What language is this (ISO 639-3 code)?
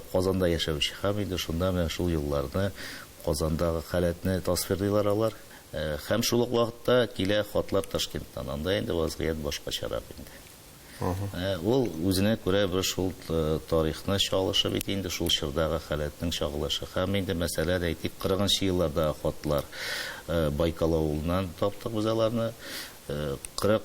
tat